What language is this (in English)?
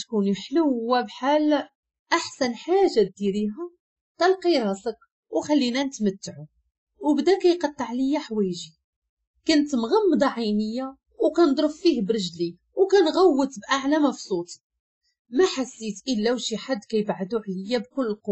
Moroccan Arabic